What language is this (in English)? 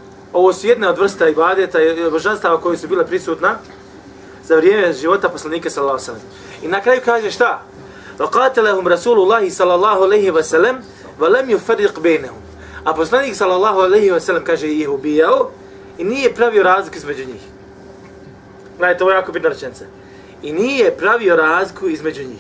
Bosnian